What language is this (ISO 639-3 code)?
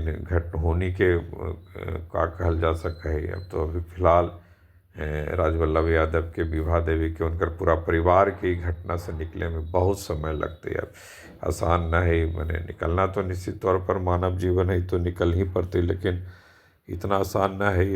mag